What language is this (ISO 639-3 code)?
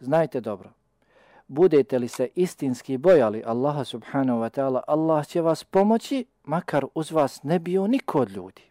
bos